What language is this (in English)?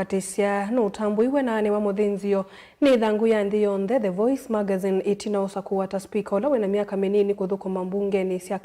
Kamba